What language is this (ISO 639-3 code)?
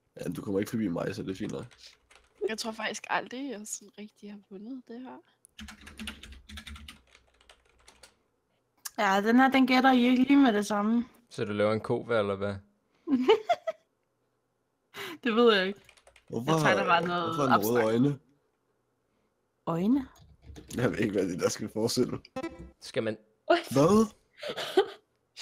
dan